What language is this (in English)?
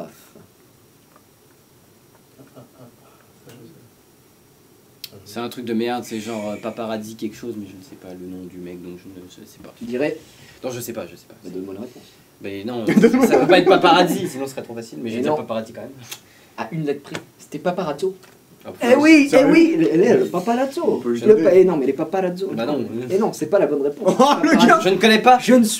French